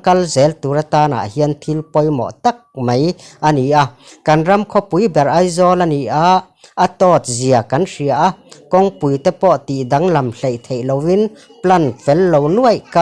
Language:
Mizo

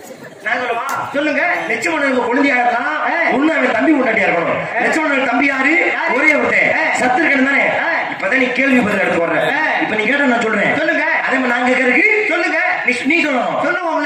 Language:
Tamil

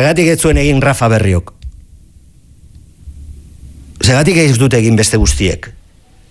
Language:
Basque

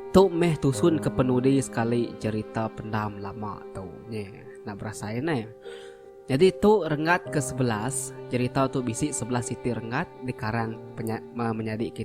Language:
Iban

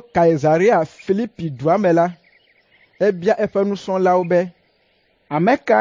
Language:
Ewe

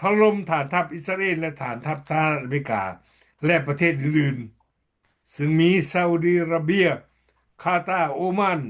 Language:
Lao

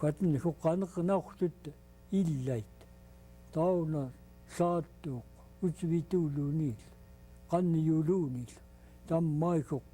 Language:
Central Yupik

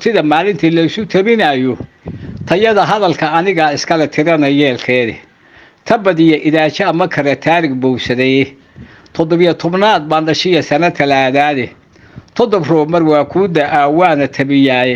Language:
Somali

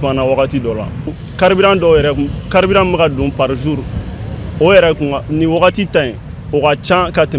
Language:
Bambara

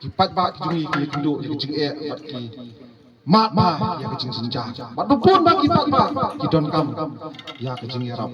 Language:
Khasi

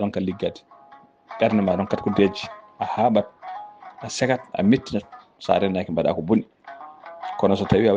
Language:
Fula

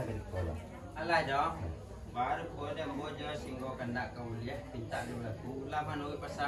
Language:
Minangkabau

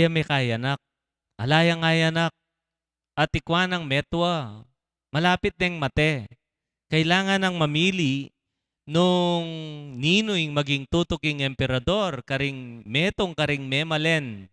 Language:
Pampanga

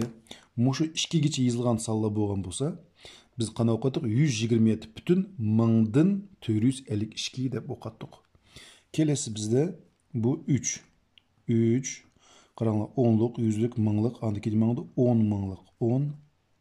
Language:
Uyghur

